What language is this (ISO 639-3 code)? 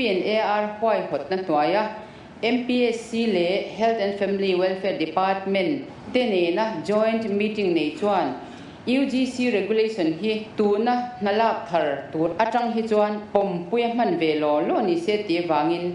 lus